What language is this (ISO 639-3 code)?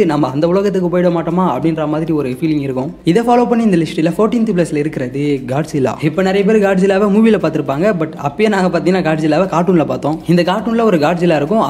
tam